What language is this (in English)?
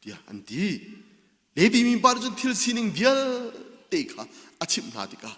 Hakha Chin